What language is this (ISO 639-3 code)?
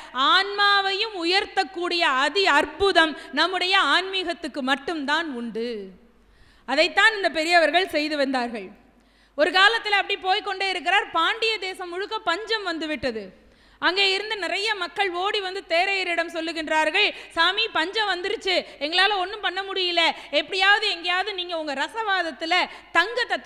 tam